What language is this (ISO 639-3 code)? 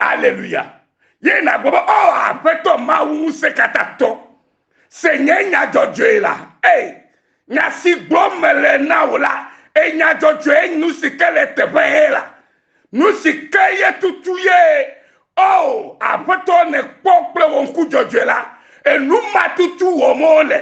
ewe